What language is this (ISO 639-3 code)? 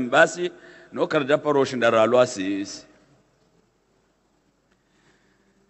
swa